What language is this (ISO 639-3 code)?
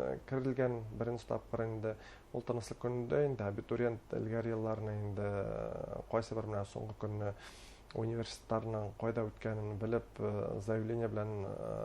bak